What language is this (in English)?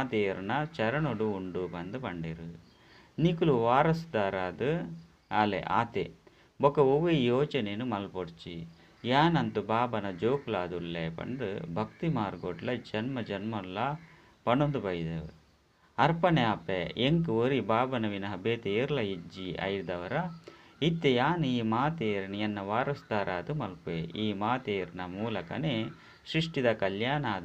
Tulu